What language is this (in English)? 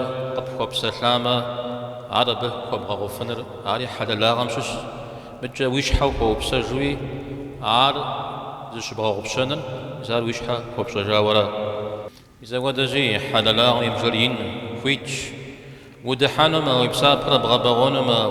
Kabardian